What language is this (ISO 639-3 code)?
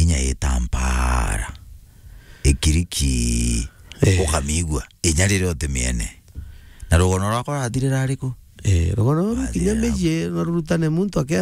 mer